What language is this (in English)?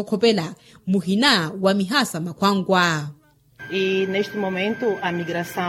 Makhuwa